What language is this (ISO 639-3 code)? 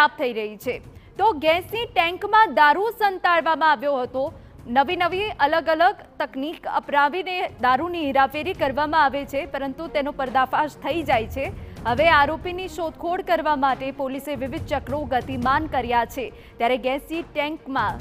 guj